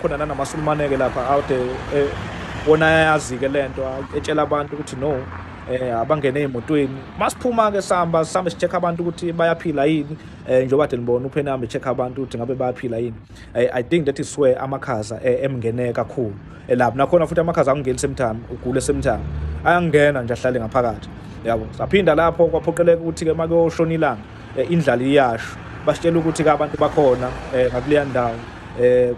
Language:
Zulu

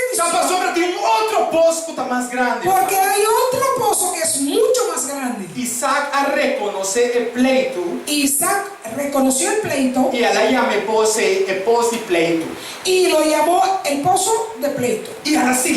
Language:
Papiamento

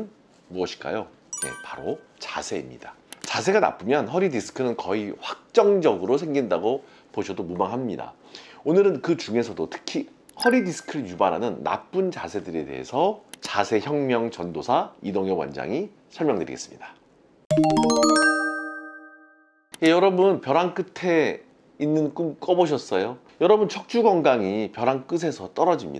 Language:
Korean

